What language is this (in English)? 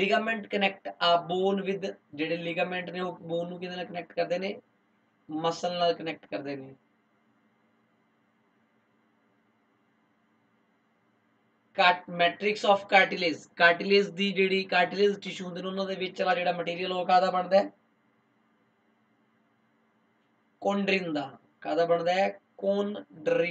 Punjabi